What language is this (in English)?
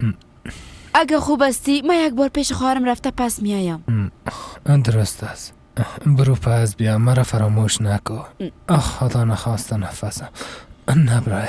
Persian